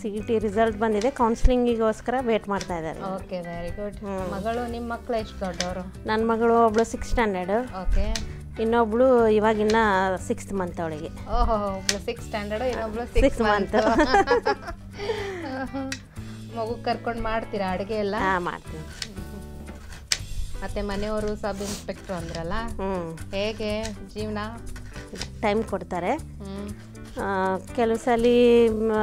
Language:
Kannada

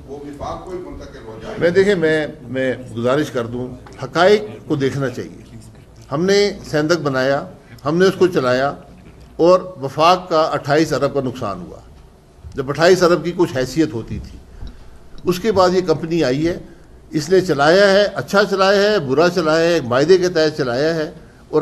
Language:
Urdu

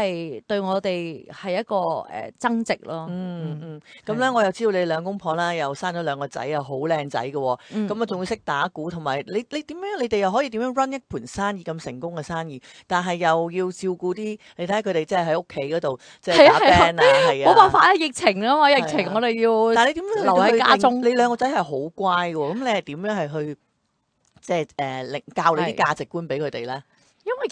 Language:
Cantonese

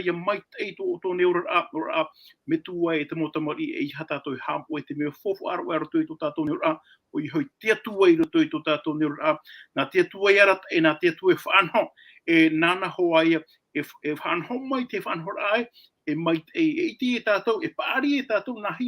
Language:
Tahitian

